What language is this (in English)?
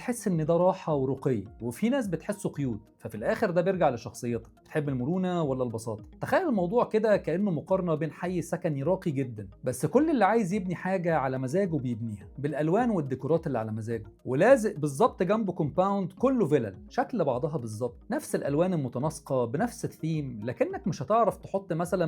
Egyptian Arabic